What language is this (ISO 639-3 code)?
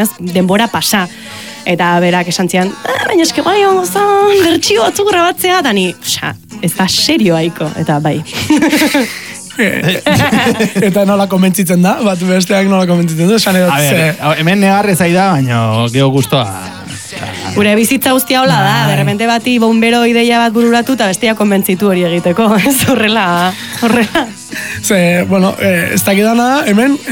eus